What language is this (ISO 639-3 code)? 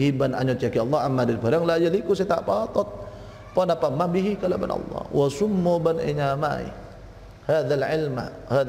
mad